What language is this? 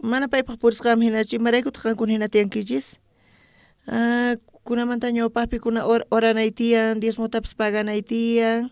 South Bolivian Quechua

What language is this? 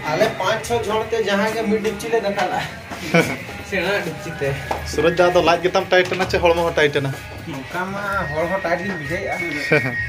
Santali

